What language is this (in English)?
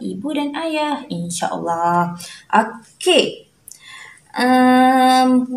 Malay